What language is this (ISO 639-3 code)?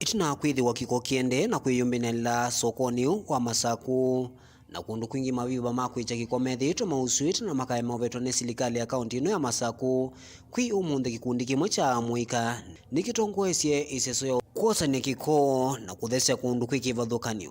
kam